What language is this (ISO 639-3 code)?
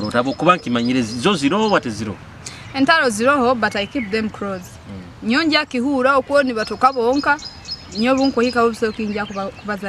nyo